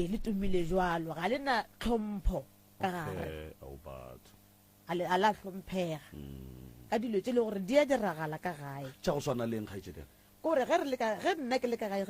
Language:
Northern Sotho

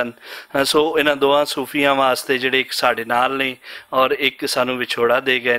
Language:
Western Panjabi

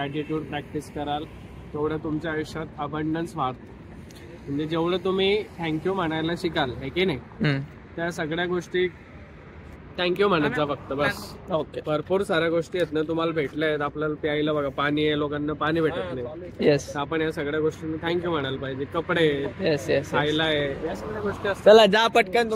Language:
Marathi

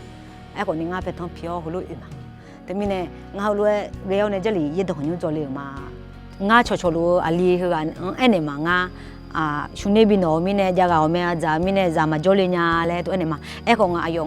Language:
Akha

